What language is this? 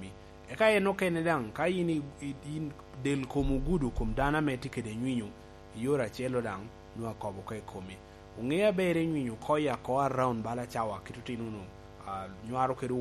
Lango (Uganda)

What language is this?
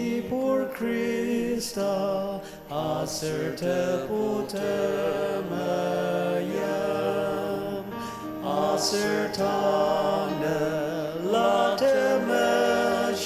Ao Naga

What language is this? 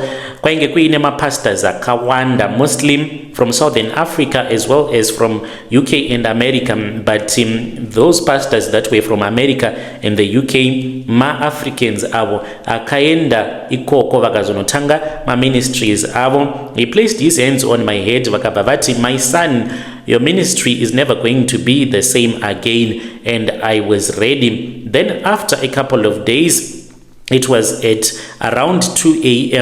Shona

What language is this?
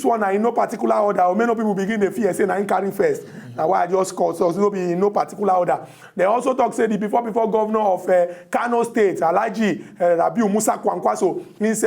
Nigerian Pidgin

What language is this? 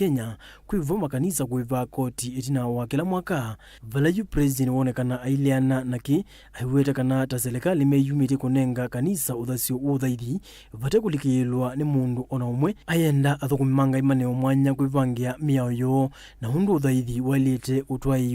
Kamba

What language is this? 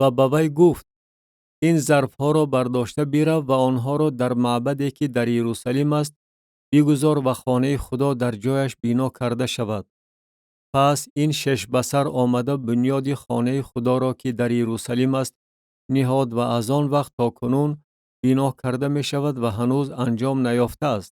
Tajik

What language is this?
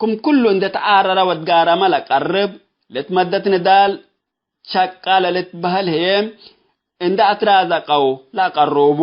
Tigre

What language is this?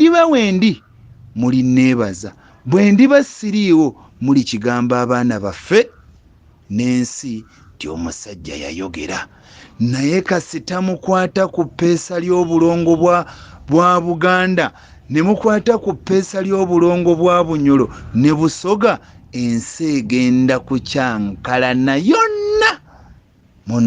Ganda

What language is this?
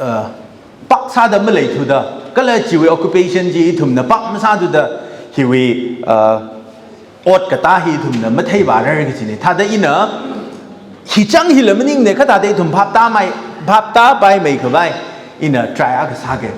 Tangkhul Naga (India)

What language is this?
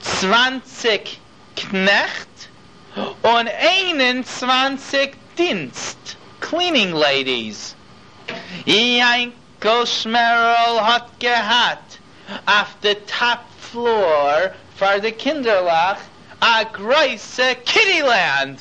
Yiddish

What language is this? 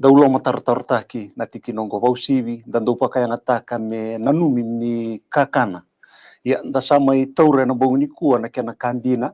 Fijian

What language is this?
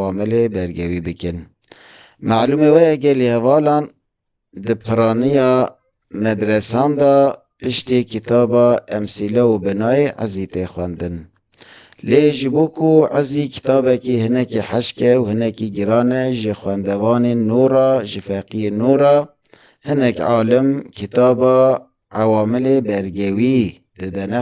Kurdish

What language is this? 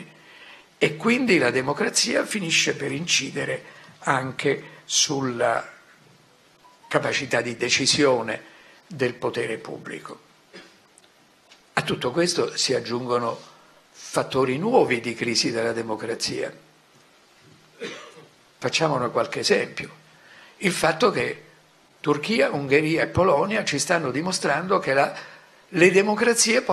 Italian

